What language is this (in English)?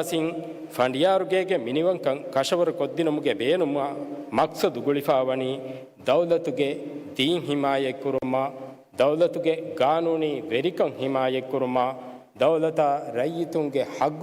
Divehi